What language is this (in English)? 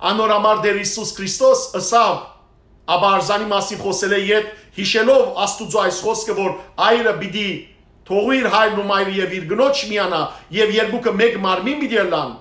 Western Armenian